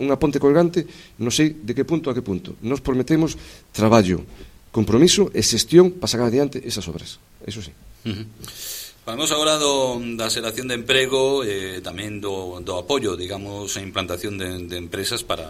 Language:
Galician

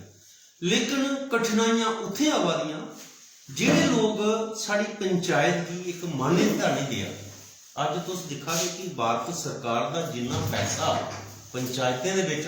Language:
Dogri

